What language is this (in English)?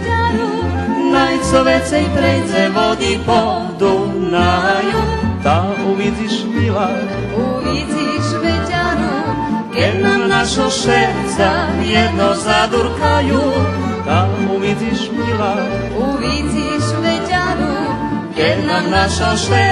Rusyn